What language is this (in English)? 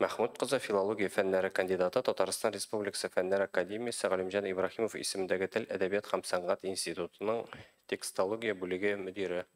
Tatar